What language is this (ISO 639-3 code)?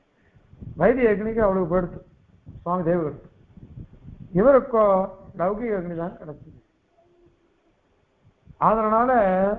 tam